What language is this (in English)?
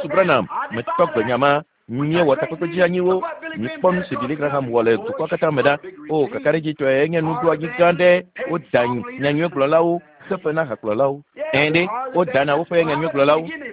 Ewe